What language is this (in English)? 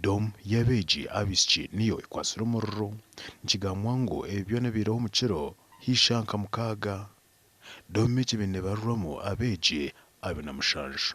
Nyankole